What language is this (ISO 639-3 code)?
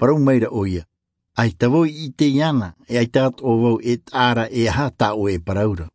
tah